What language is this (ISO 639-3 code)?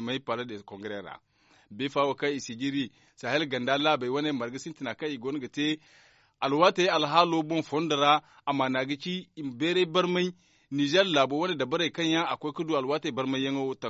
dje